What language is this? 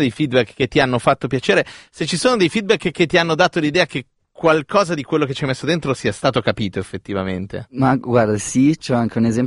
Italian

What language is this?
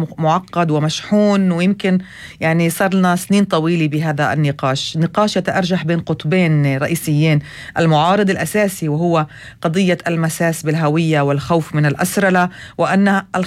North Levantine Arabic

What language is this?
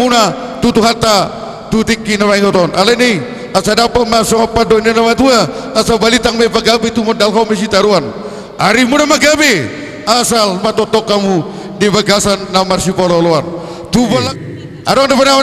Batak Toba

